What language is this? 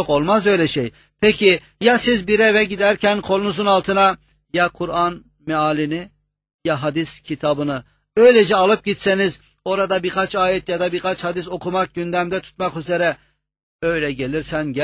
Turkish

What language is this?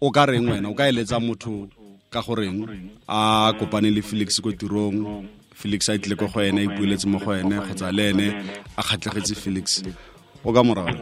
Tswana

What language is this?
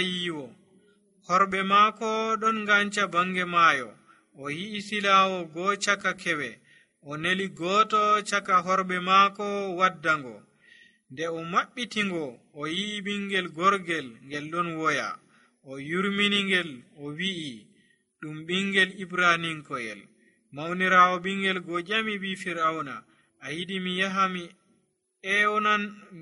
Nigerian Fulfulde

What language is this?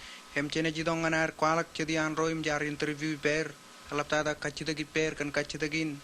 Marshallese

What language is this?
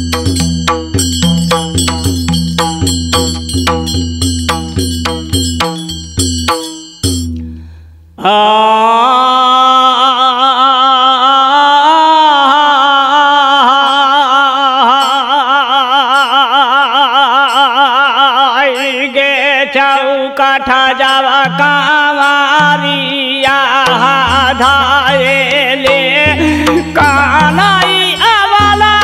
Bhojpuri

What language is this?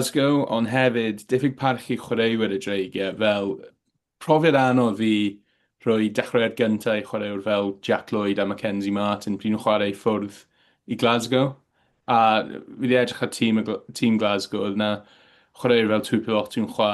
Welsh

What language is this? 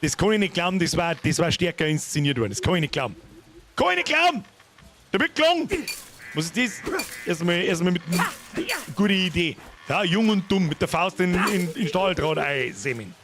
Bavarian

